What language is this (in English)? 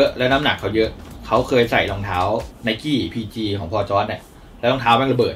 Thai